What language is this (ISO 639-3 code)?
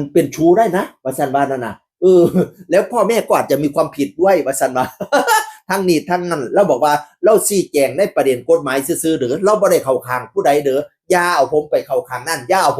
tts